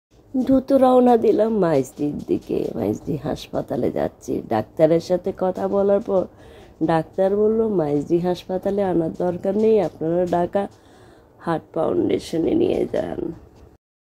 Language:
Bangla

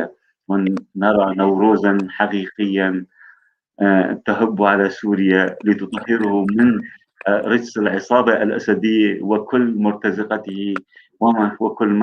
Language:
North Levantine Arabic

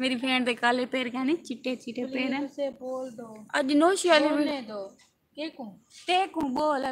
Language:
Saraiki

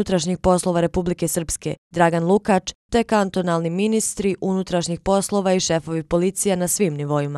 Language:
Bosnian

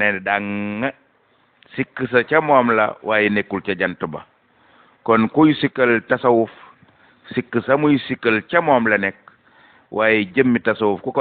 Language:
Wolof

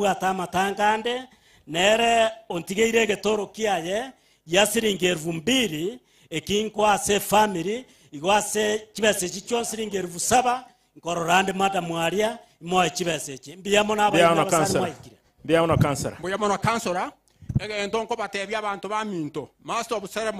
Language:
Gusii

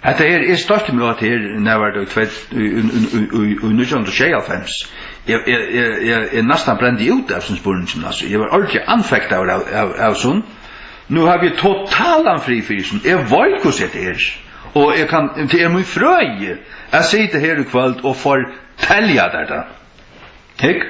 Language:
Faroese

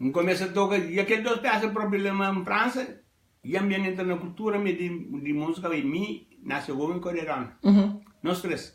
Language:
Kabuverdianu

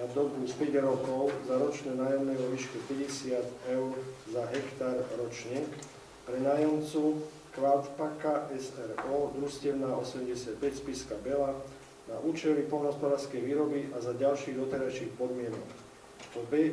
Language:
Slovak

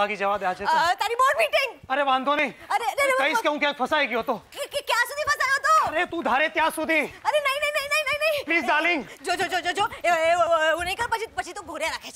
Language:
Gujarati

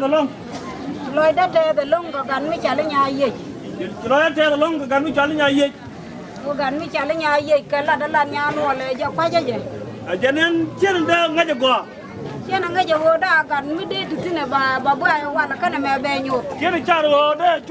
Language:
Nuer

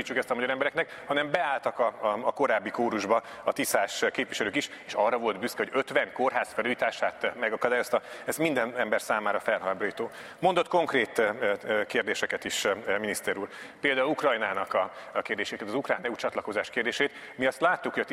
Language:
Hungarian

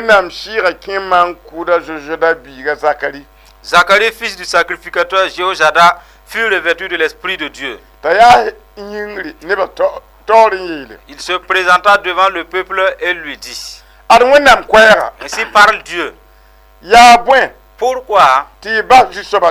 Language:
Mossi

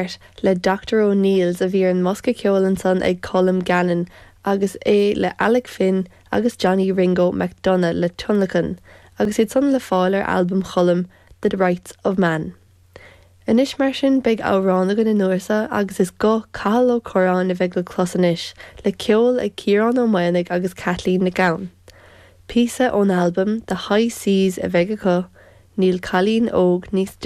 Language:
Irish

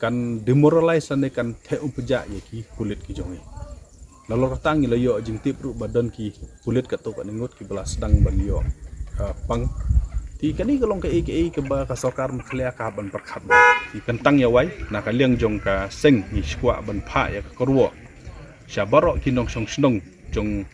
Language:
Khasi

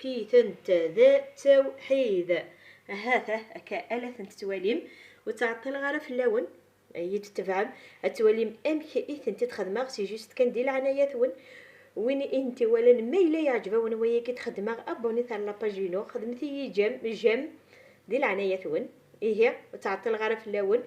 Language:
Kabyle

